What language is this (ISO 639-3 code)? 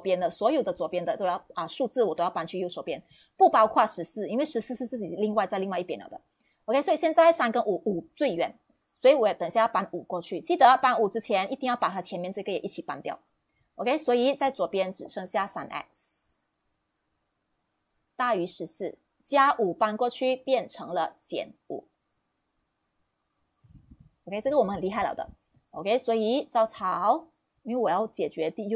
zho